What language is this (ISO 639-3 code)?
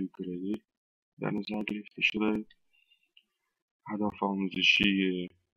fas